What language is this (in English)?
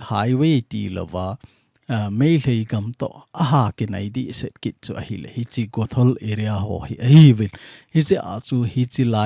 Thado Chin